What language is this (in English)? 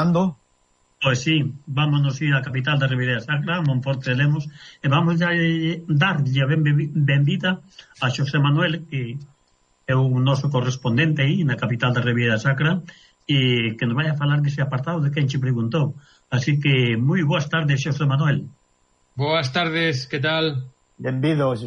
Galician